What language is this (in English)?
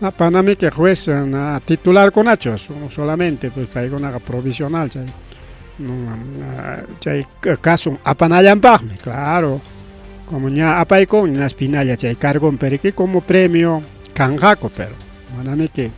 Ayacucho Quechua